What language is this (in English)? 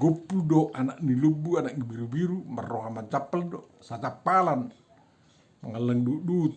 Batak Toba